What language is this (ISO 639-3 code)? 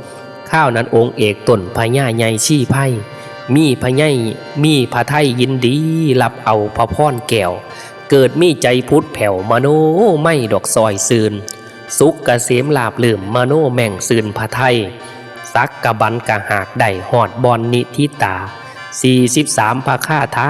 tts